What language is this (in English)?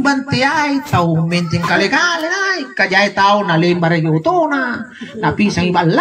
Makasar